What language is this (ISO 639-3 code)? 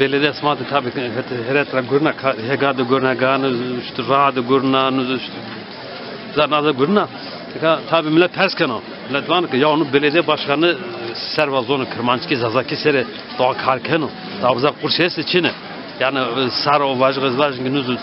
zza